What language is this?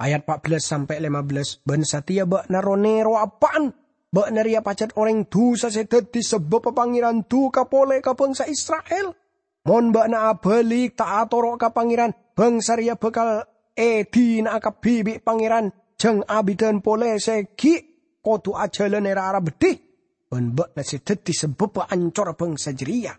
Madurese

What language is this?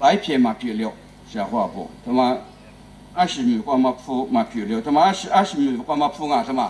Lisu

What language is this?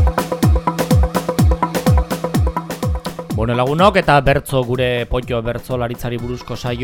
Basque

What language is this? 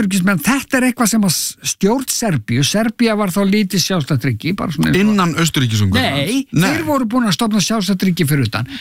Icelandic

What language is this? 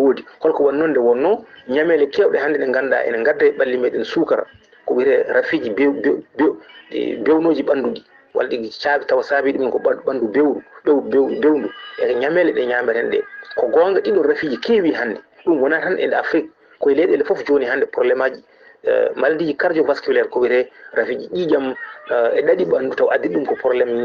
Fula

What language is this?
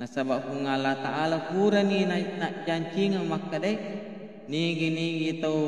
Buginese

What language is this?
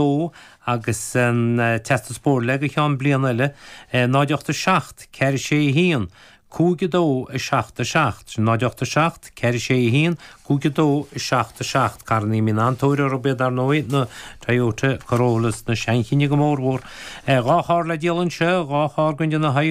Irish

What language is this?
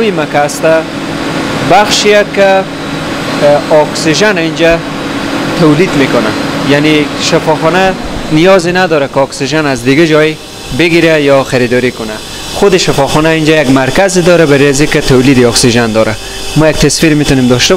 Persian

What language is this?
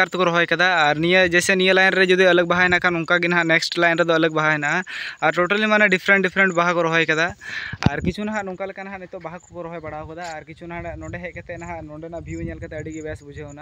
Santali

